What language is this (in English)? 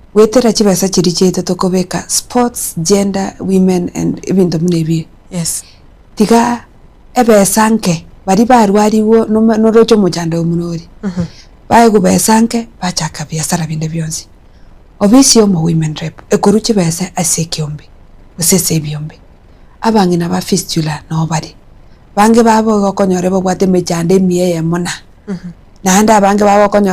Gusii